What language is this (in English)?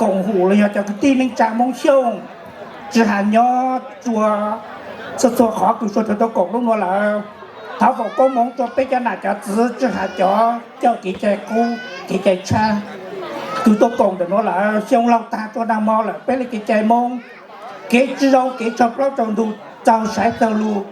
Hmong